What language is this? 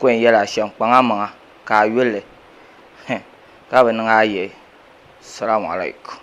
Dagbani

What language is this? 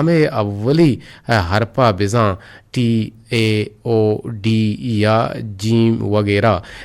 Eastern Balochi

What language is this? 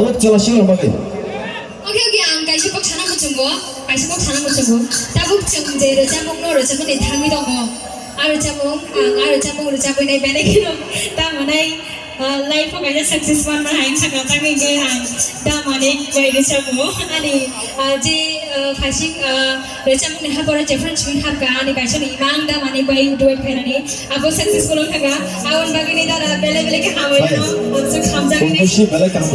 Kok Borok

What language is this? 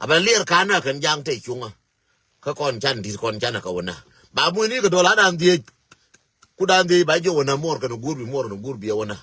Nuer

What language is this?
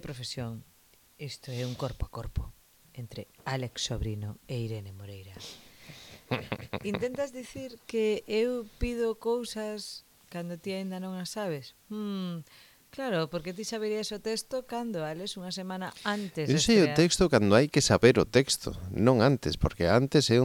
Galician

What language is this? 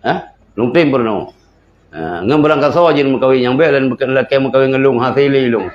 Achinese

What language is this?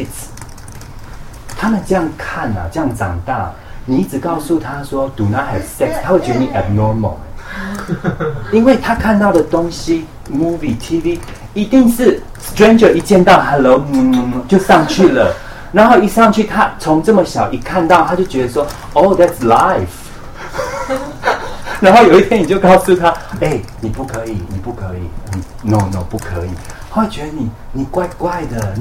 Chinese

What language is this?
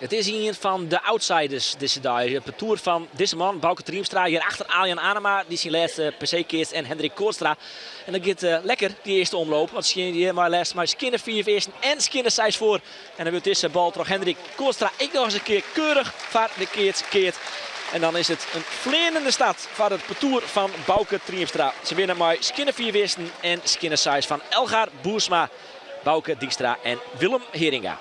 Western Frisian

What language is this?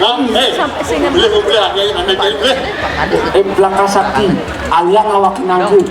Balinese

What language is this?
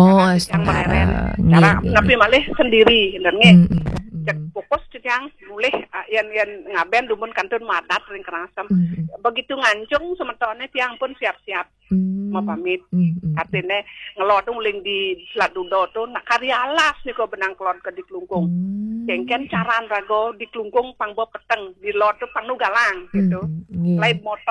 Balinese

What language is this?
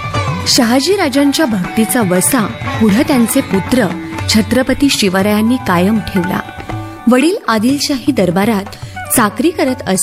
Marathi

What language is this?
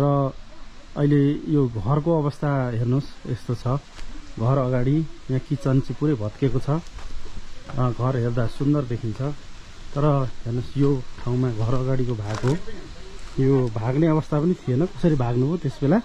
Nepali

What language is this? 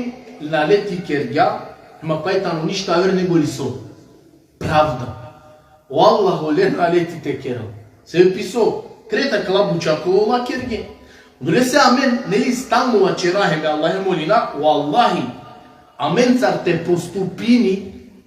Balkan Romani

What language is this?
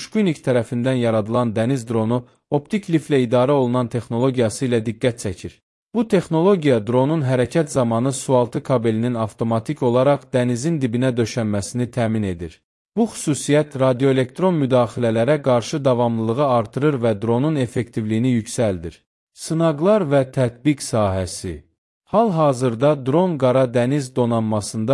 Azerbaijani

